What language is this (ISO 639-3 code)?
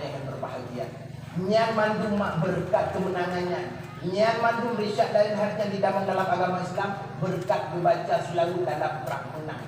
ace